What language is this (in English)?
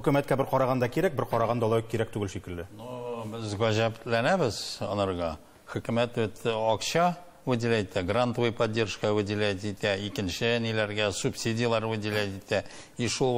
Tatar